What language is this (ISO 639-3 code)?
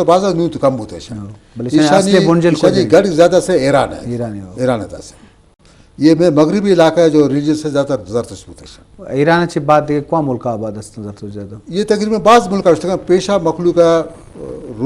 bgp